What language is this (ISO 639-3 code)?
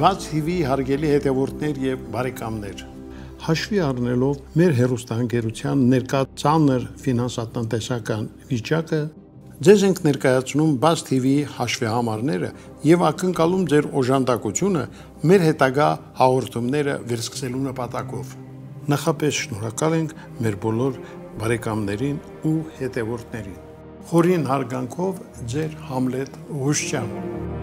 hye